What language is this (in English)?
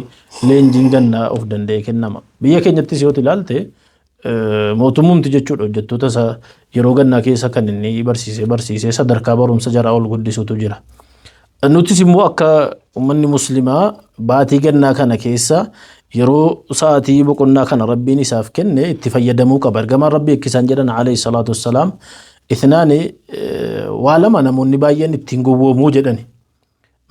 Oromo